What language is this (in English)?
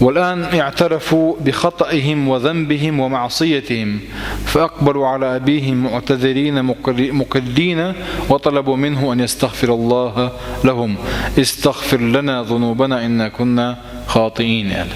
Chechen